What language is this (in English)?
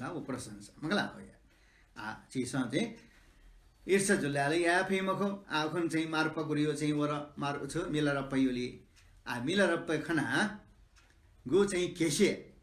Newari